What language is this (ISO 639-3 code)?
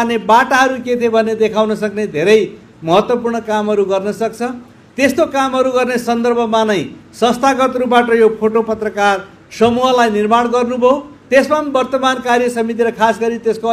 nep